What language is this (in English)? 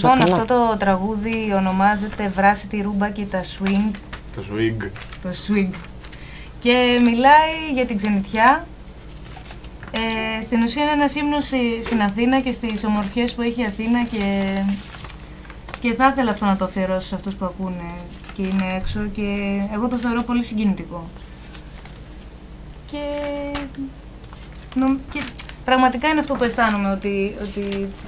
Greek